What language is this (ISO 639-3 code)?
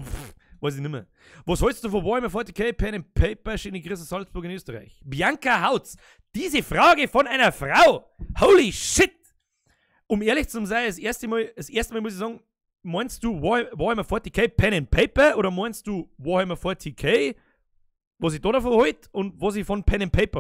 bar